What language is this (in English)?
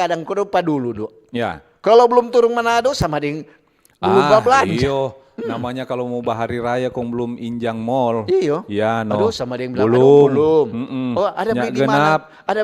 Manado Malay